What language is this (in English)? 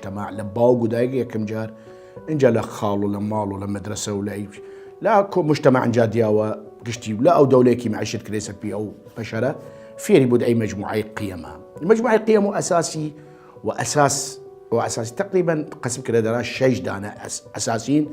Southern Kurdish